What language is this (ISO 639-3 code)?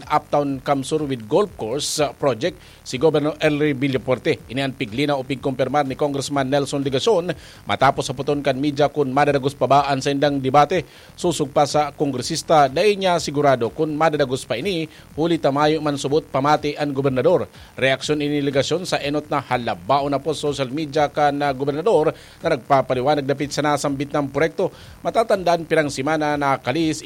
bik